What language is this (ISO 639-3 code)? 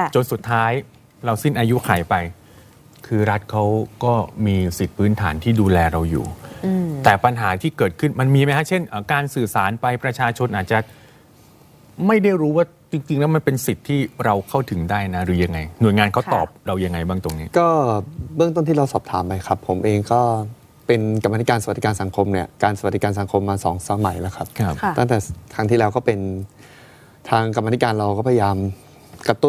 tha